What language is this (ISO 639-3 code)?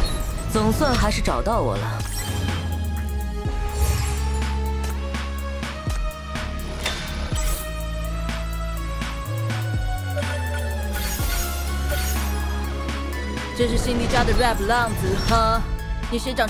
zho